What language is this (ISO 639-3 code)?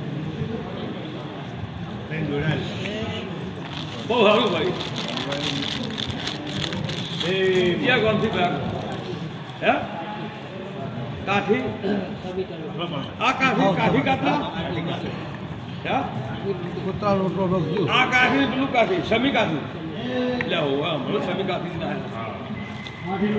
guj